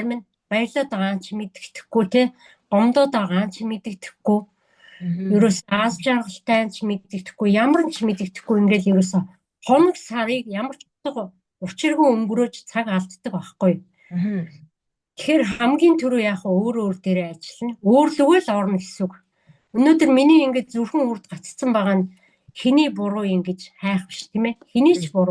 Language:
Mongolian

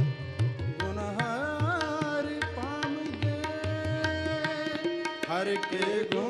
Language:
Punjabi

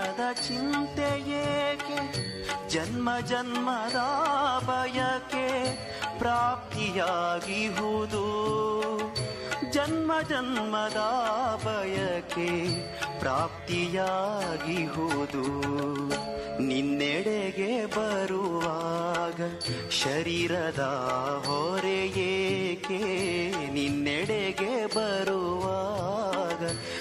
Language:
Kannada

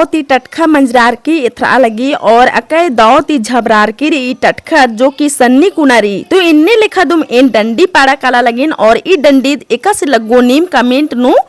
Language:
Kurukh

